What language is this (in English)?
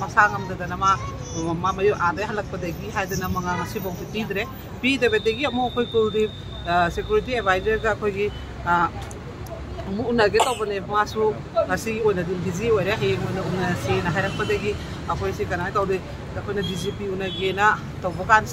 Manipuri